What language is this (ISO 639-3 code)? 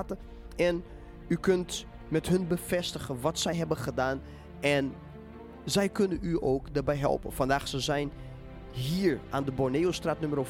nld